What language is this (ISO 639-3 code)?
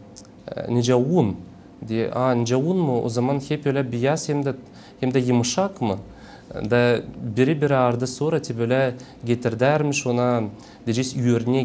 gag